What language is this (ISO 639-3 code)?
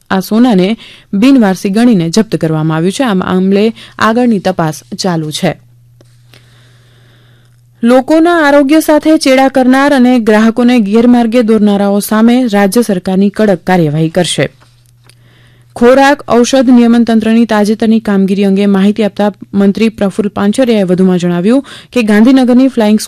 guj